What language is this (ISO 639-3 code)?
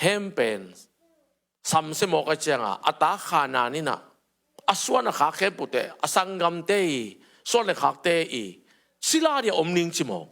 ctd